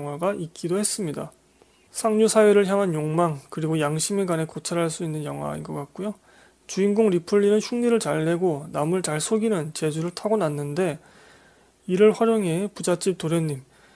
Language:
Korean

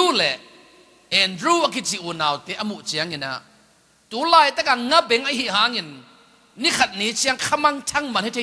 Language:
Tedim Chin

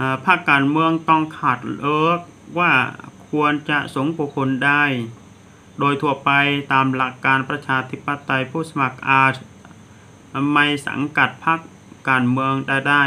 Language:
Thai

